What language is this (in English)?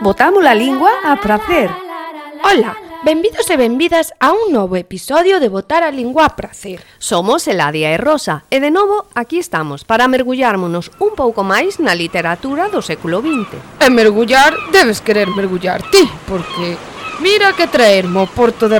Galician